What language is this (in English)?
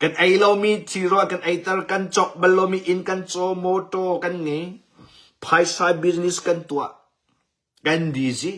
Hakha Chin